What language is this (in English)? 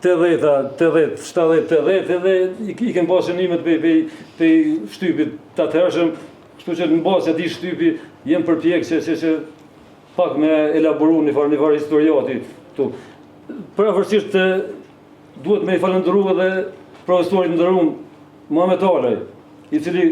Albanian